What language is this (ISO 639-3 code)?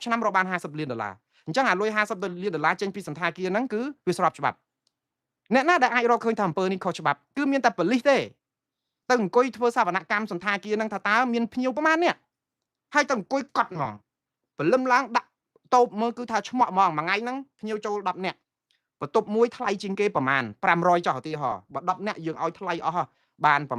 khm